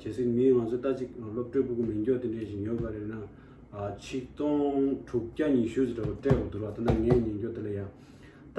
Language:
Tibetan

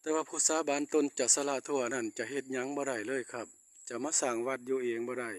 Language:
Northeastern Thai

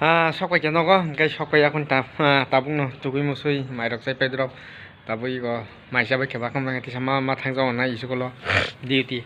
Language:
Kok Borok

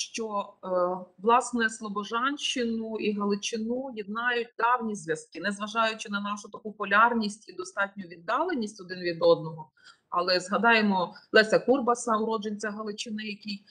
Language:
Ukrainian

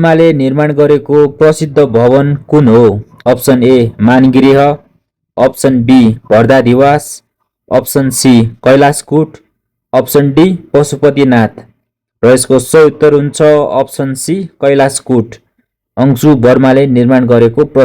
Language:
Nepali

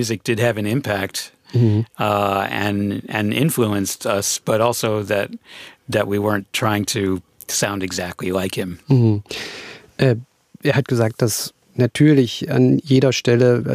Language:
English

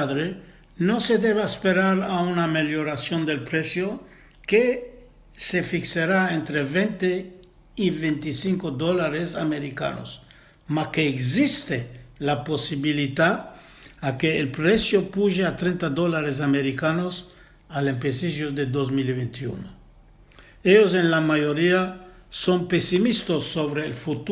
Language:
Ladino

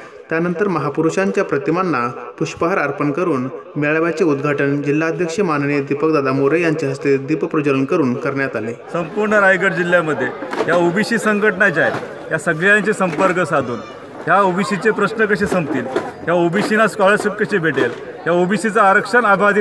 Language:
Marathi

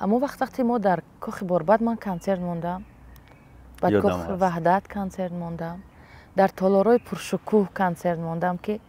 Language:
Tajik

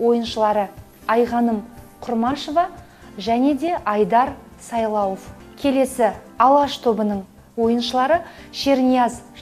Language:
Kazakh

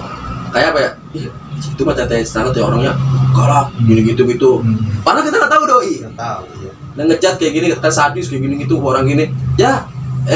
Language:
Indonesian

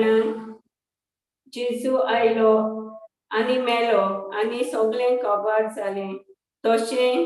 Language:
Konkani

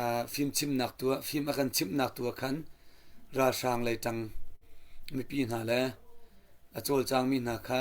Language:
Hakha Chin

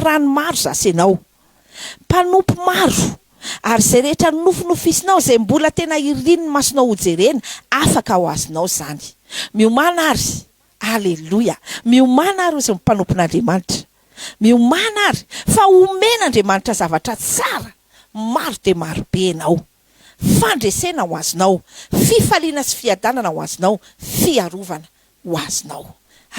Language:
Malagasy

